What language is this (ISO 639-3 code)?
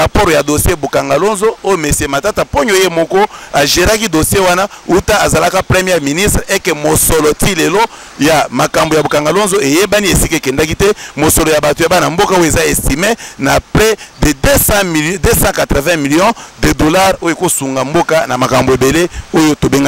lin